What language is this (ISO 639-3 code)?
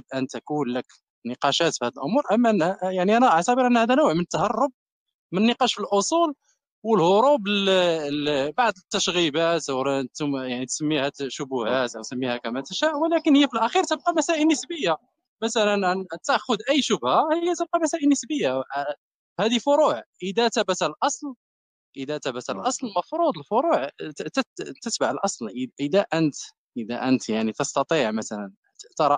ara